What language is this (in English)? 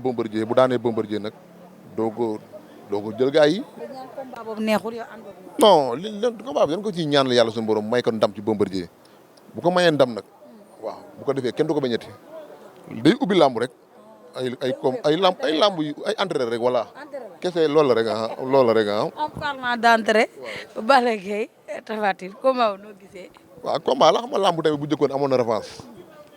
Wolof